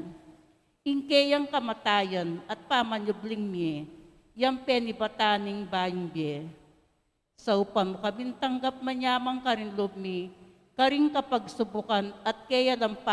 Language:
Pampanga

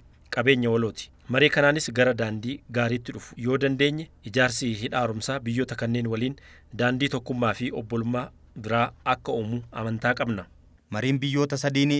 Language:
Oromo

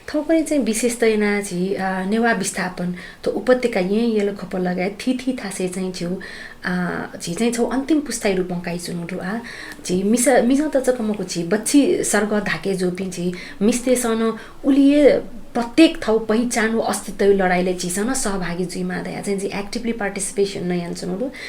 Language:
Newari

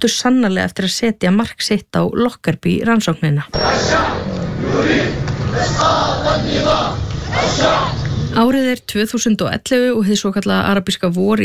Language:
Icelandic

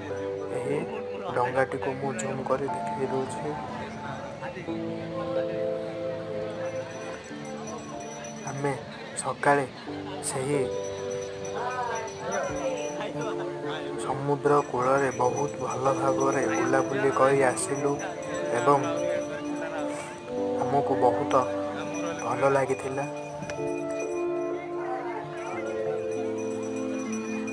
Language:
Odia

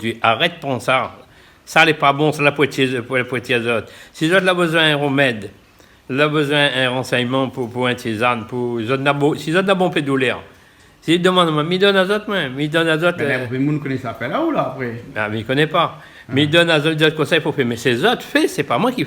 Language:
Réunion Creole French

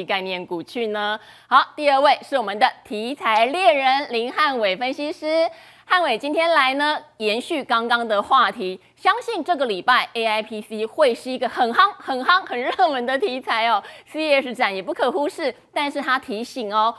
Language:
Chinese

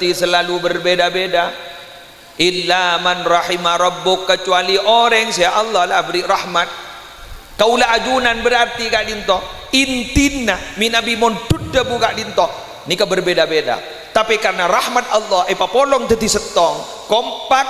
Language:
Madurese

